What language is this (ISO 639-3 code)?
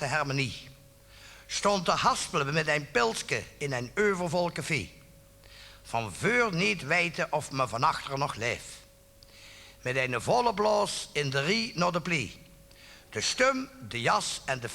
lim